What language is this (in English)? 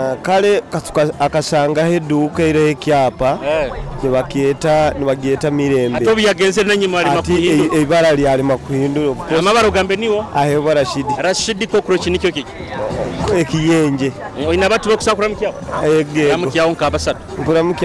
Nyoro